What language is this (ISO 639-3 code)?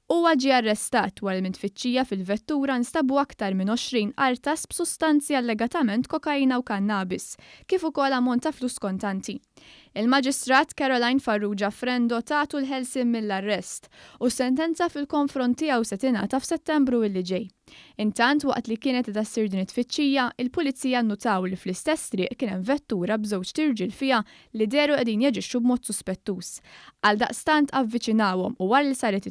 mlt